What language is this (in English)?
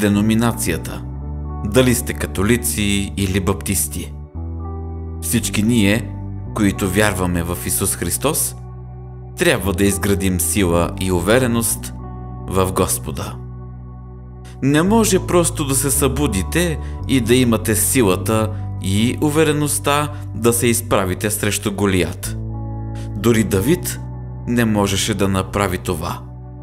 Bulgarian